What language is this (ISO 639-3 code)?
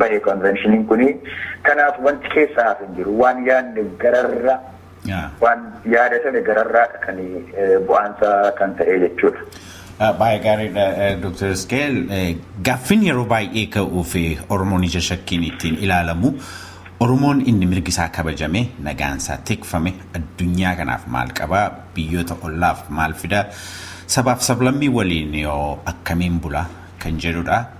orm